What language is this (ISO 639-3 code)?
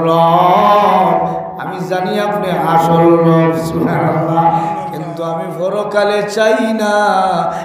syl